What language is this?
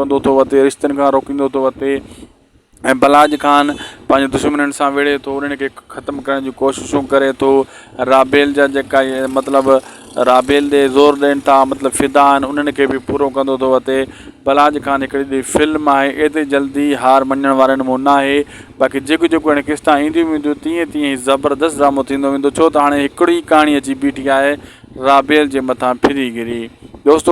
Sindhi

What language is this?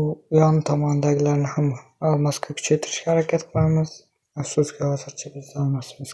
Uzbek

